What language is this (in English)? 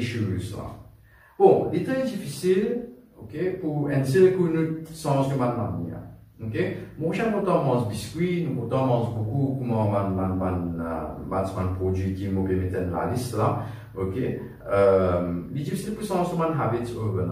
Morisyen